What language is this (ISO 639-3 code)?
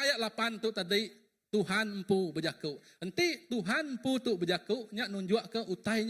iba